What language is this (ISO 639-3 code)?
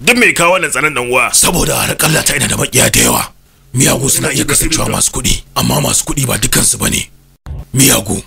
hau